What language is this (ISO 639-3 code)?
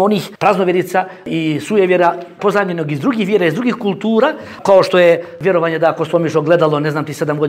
bos